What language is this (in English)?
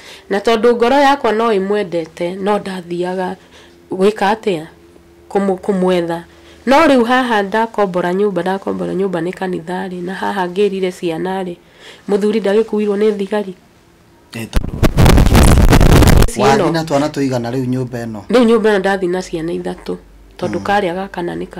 Kikuyu